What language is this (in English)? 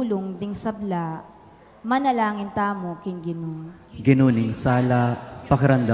Pampanga